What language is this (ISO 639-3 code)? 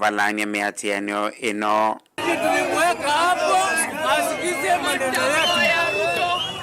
kam